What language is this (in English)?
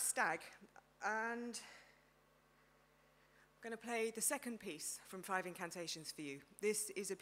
English